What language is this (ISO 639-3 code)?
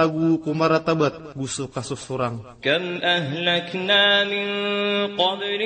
mrw